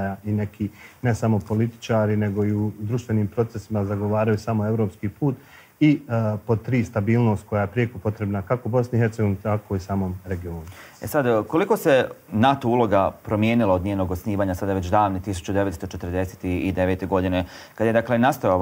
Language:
Bosnian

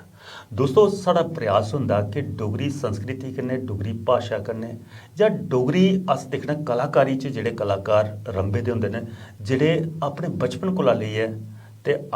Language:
Dogri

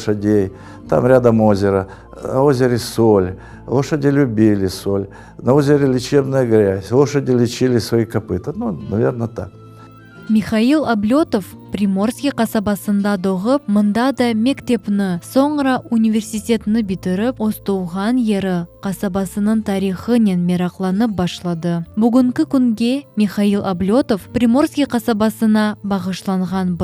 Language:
Crimean Tatar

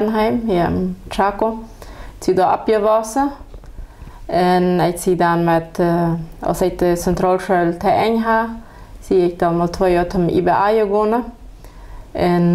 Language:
Plautdietsch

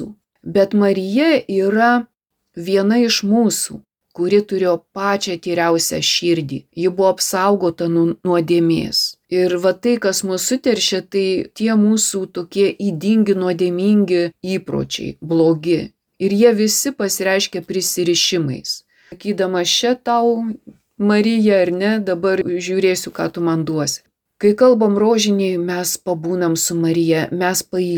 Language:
Lithuanian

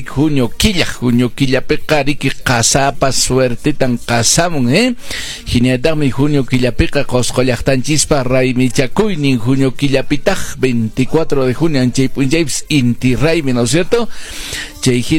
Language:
Quechua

